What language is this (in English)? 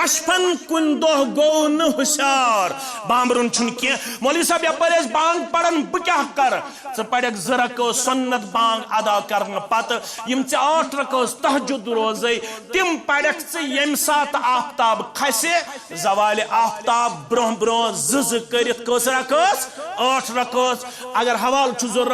Kashmiri